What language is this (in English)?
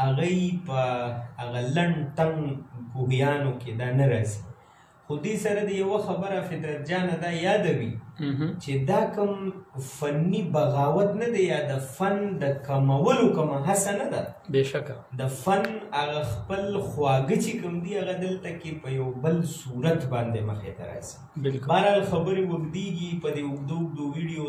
Pashto